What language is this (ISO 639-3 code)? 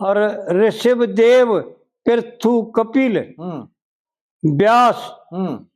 bgc